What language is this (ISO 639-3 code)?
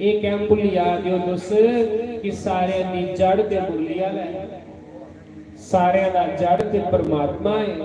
doi